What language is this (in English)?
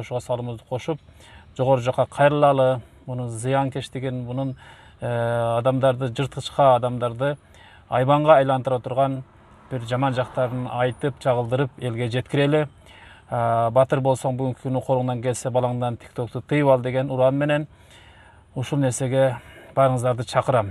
Kyrgyz